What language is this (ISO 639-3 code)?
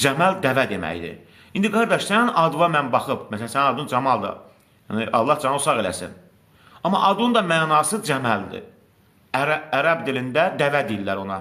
aze